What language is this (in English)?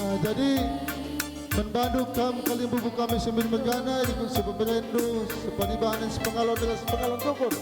Batak Karo